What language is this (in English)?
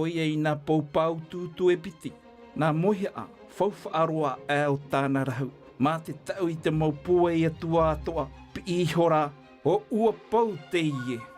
Tahitian